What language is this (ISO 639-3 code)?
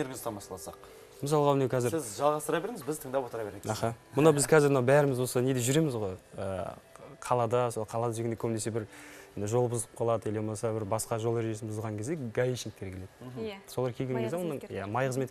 kaz